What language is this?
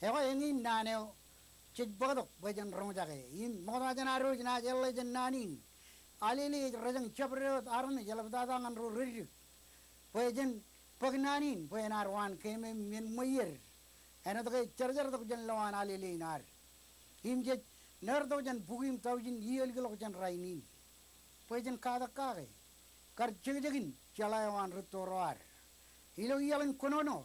Marshallese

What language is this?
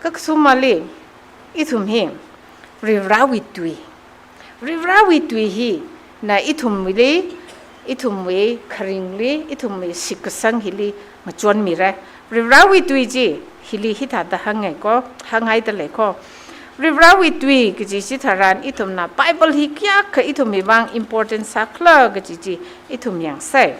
Tangkhul Naga (India)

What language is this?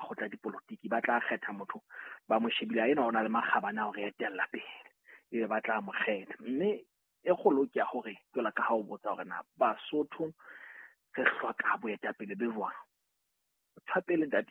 Southern Sotho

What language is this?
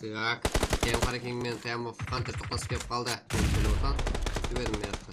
Kara-Kalpak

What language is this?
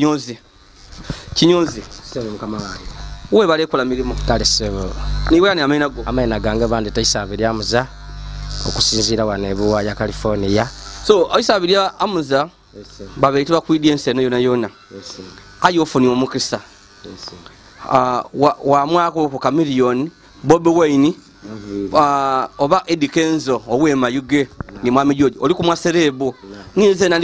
Ganda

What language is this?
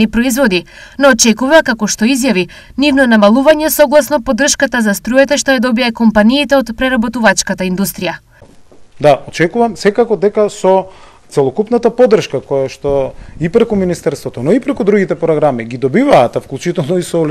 Macedonian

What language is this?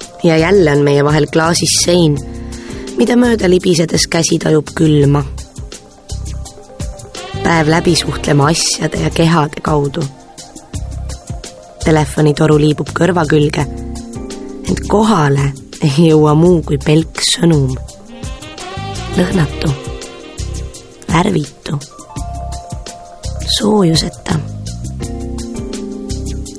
Estonian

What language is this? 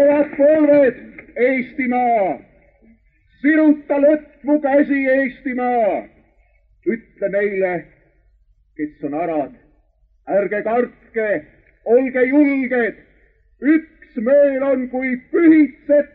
Estonian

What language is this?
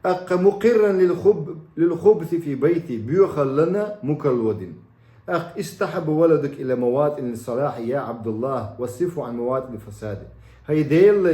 Chechen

